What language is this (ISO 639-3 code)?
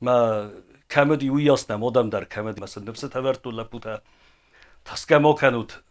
oss